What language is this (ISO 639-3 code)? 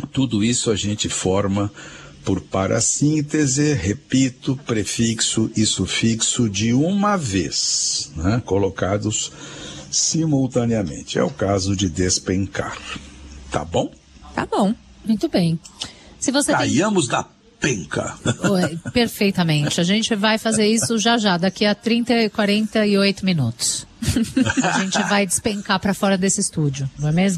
por